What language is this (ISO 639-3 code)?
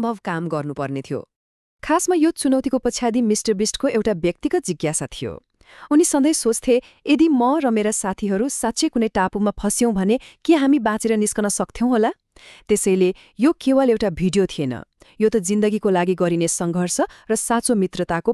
nep